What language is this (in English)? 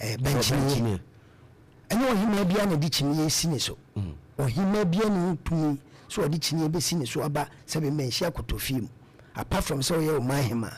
Akan